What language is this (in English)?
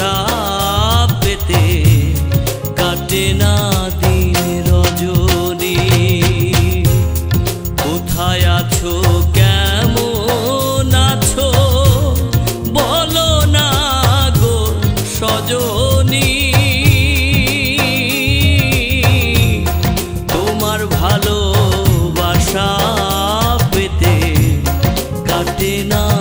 Bangla